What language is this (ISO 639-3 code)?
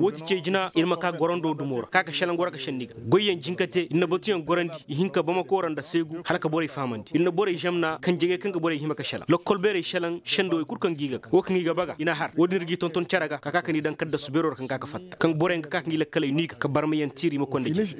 ses